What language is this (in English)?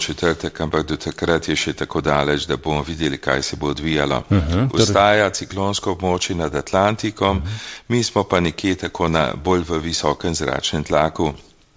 Slovenian